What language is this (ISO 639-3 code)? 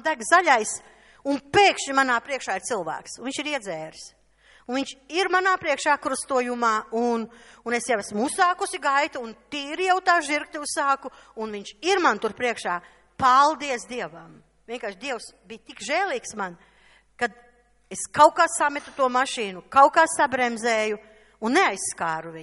lav